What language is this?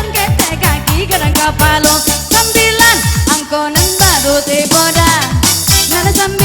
Minangkabau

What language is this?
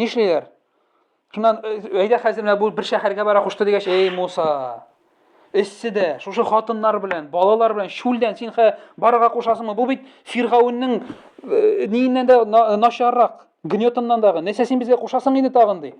Tatar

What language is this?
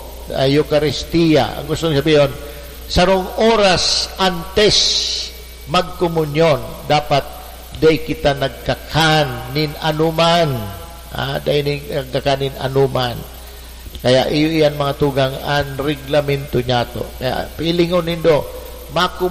Bikol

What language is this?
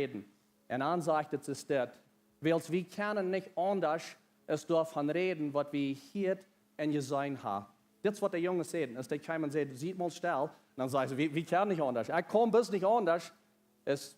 Plautdietsch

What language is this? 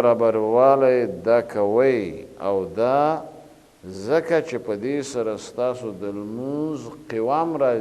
Pashto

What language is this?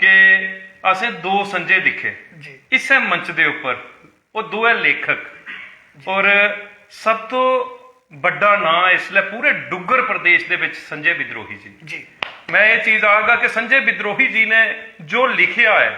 Dogri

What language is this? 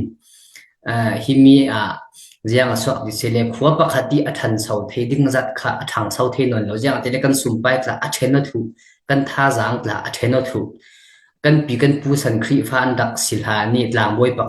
Falam Chin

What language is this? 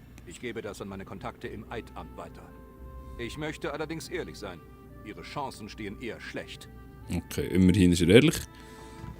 Swiss German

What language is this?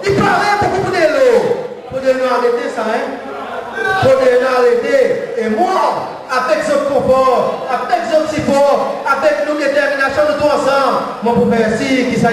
Seselwa Creole French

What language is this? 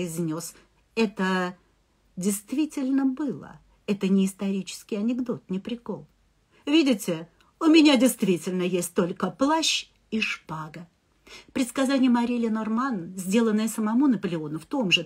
Russian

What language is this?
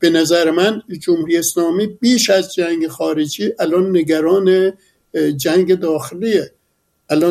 Persian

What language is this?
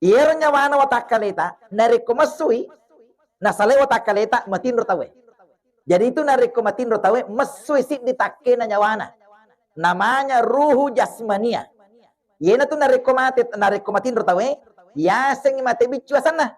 Buginese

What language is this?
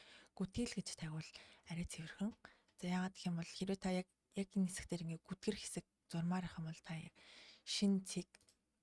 Mongolian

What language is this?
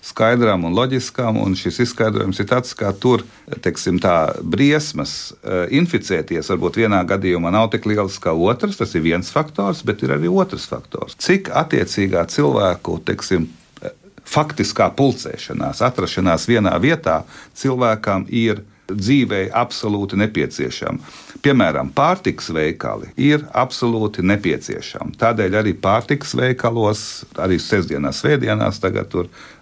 Latvian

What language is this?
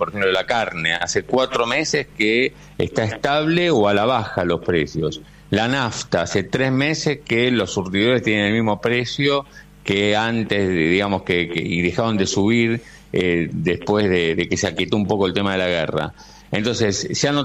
Spanish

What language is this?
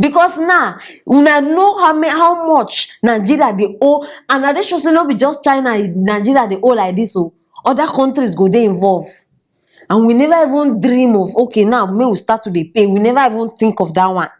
Nigerian Pidgin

